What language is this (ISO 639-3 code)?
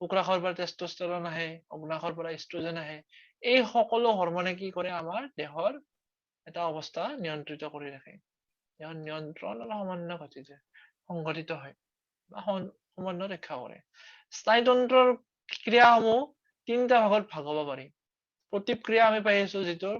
asm